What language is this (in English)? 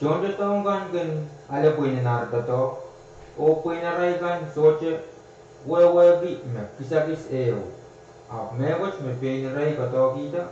Pohnpeian